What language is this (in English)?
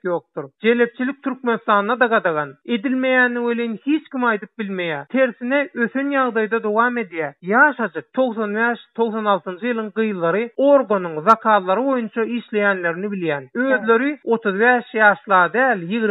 Turkmen